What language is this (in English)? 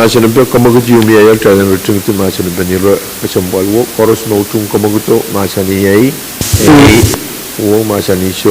Pohnpeian